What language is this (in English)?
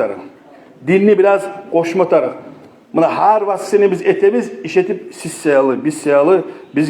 Kumyk